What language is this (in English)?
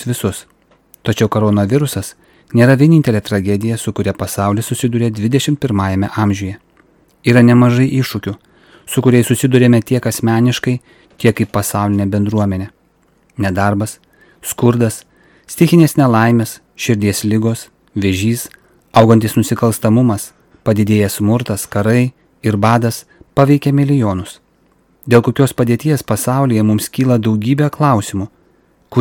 Lithuanian